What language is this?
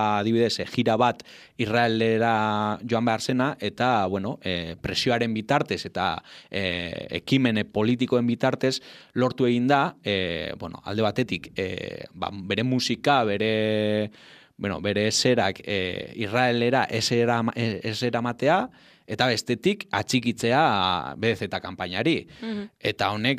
Basque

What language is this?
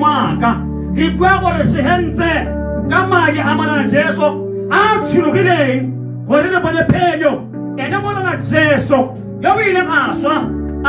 Tswana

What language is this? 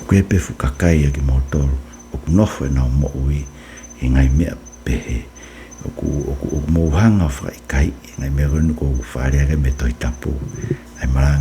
Tongan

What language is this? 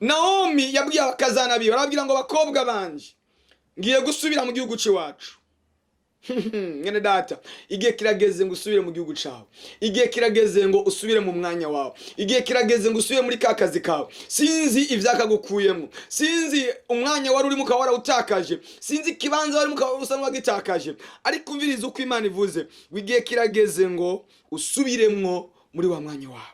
Rundi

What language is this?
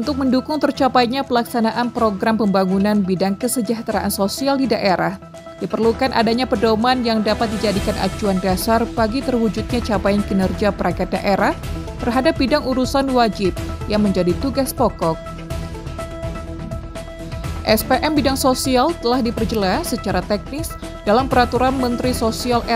Indonesian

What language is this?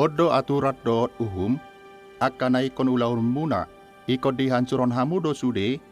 Batak Toba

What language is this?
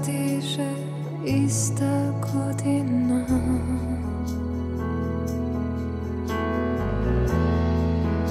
Serbian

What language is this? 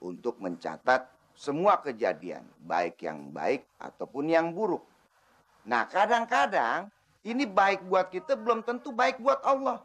Betawi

